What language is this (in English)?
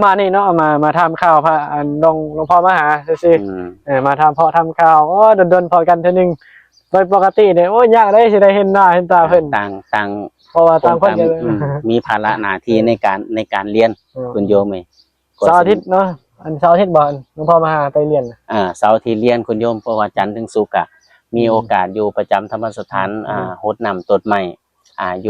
Northeastern Thai